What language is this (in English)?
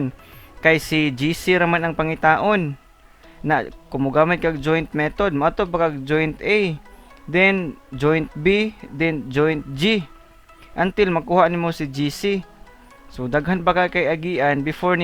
Cebuano